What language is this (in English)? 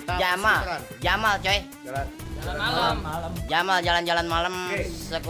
Betawi